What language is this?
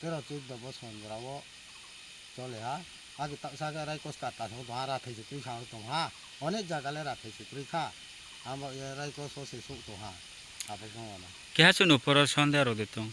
Kok Borok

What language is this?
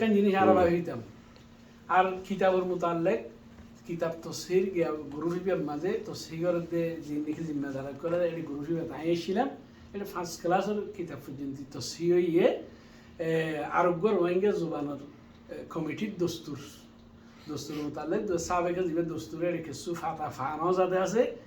Rohingya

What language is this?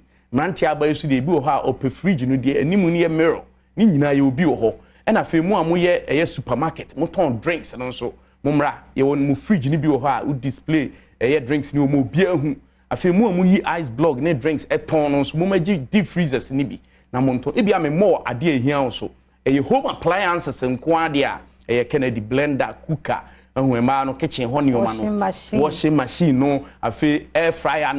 Akan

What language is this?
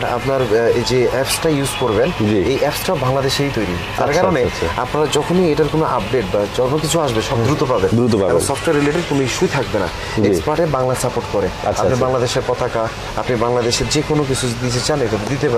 Bangla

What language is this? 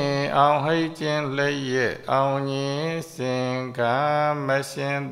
Burmese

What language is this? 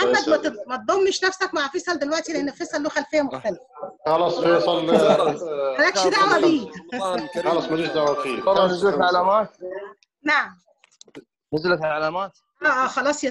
Egyptian Arabic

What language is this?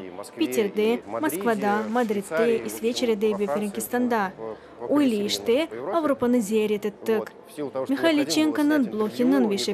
Crimean Tatar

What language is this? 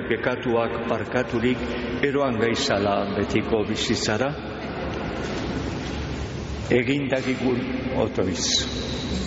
Basque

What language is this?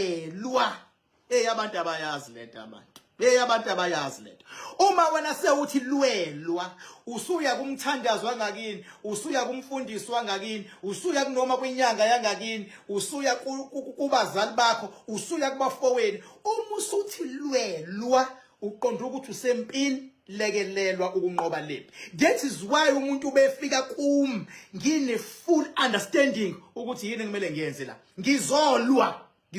Zulu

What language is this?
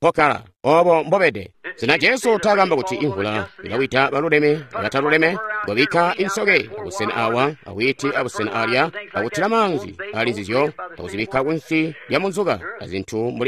Tonga (Zambia)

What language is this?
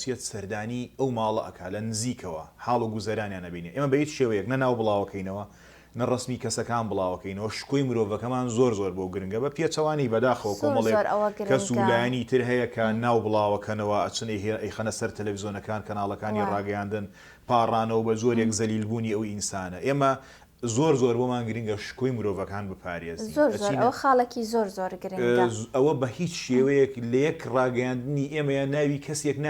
Central Kurdish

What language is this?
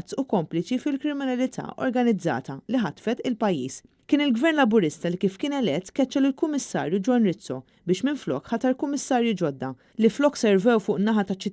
Maltese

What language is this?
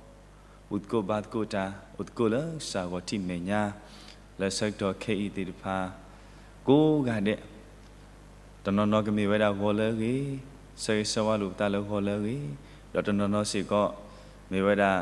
S'gaw Karen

